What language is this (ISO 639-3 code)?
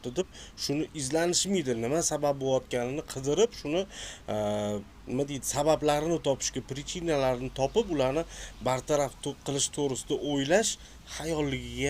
uzb